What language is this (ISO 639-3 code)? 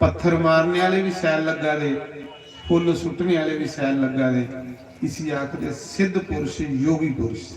doi